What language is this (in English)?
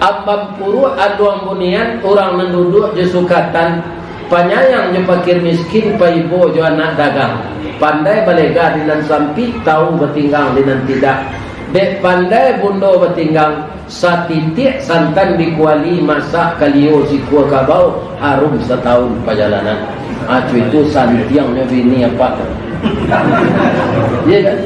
Minangkabau